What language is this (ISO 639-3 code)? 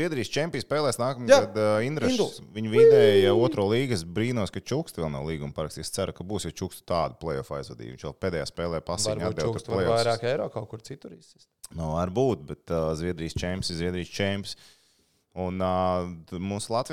lav